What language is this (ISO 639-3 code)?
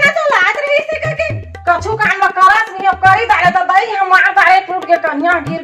hne